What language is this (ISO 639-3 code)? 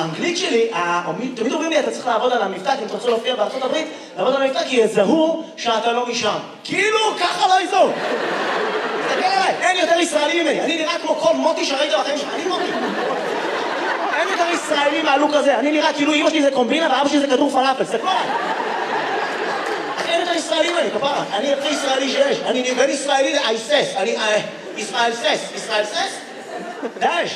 heb